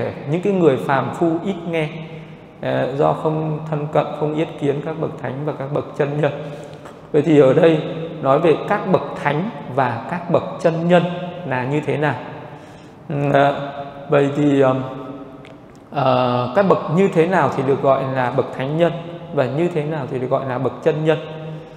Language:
Vietnamese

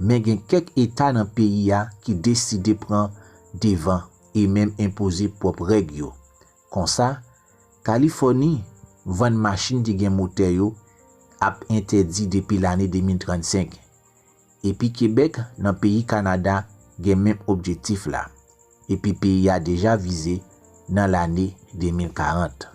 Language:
Haitian Creole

